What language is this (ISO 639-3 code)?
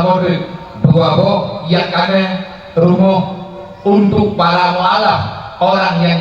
ace